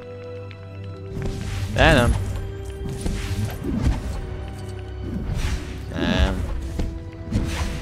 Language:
Hungarian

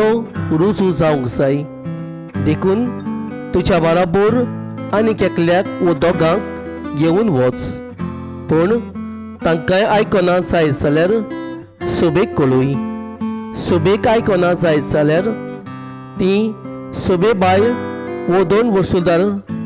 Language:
Konkani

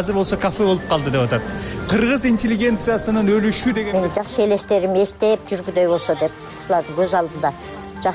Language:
Kyrgyz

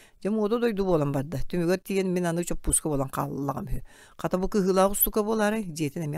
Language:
Yakut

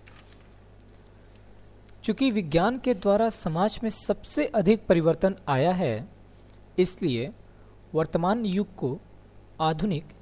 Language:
Hindi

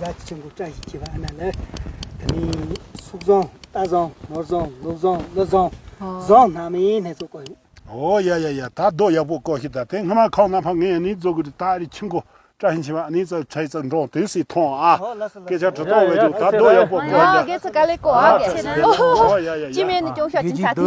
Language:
Tibetan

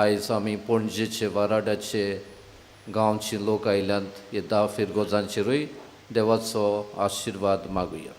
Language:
Konkani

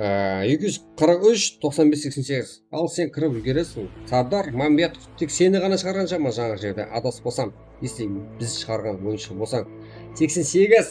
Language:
Kara-Kalpak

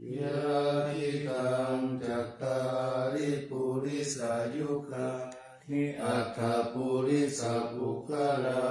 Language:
Pali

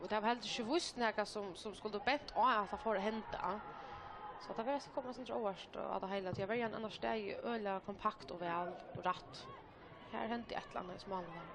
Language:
Faroese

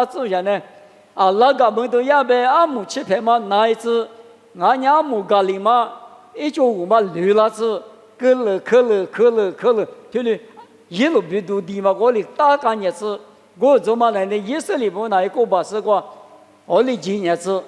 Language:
Lisu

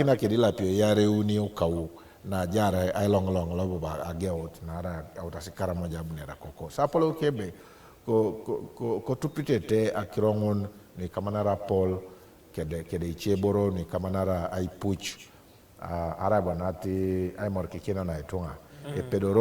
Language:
Teso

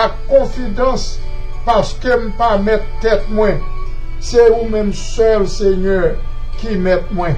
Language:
Haitian Creole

